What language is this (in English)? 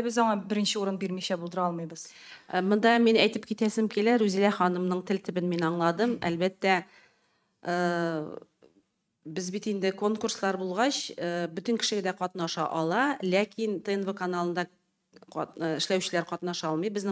Tatar